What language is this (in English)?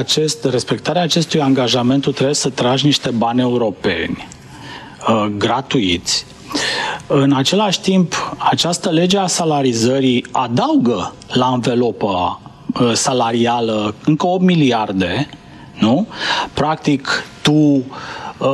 Romanian